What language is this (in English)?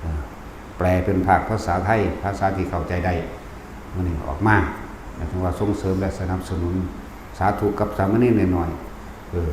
Lao